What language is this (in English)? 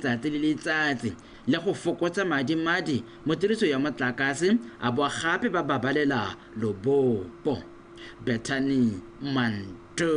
Tswana